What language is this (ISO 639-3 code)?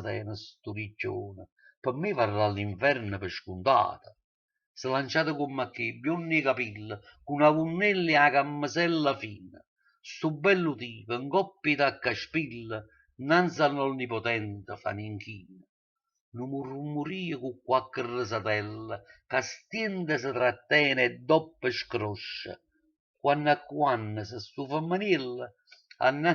nap